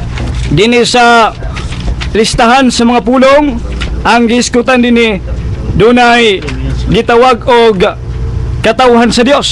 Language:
Cebuano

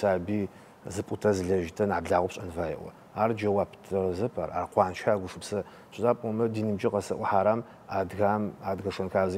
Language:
Adyghe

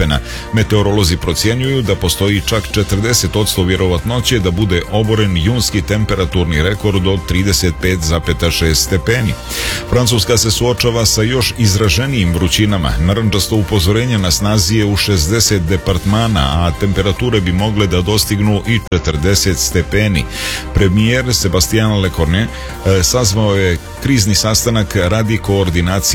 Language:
Serbian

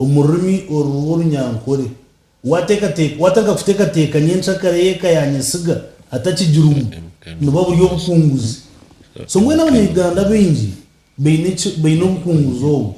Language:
Nyankole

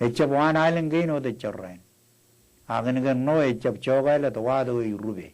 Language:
Marshallese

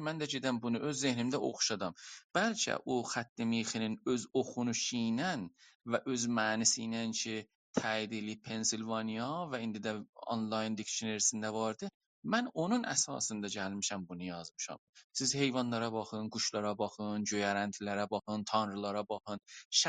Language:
South Azerbaijani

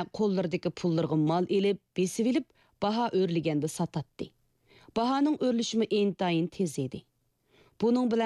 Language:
Uyghur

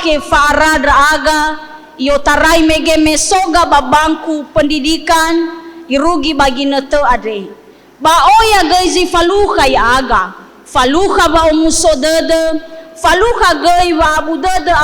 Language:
Nias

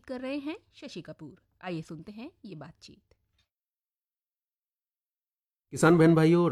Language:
Hindi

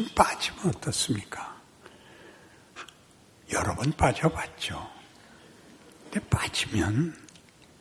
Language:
Korean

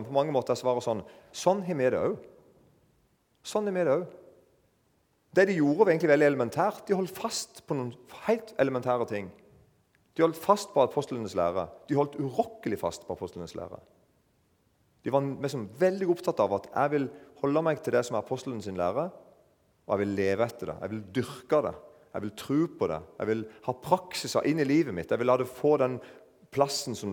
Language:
Norwegian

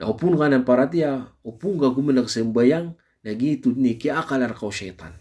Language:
Maranao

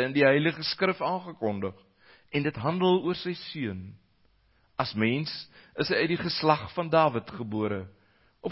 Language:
Afrikaans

